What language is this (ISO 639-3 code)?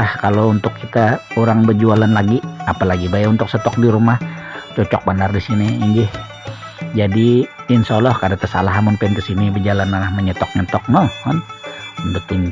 bjn